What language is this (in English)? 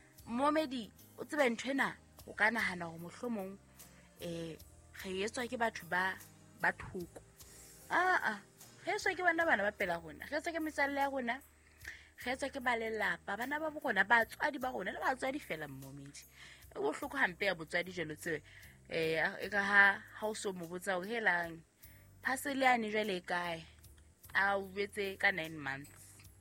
Southern Sotho